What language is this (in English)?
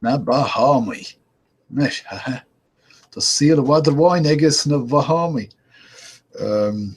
Irish